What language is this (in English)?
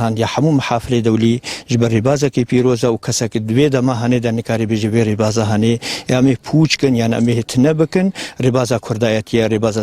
Kurdish